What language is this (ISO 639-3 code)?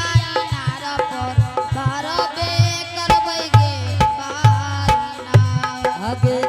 anp